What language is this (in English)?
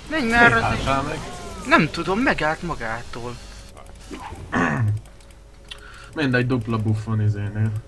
Hungarian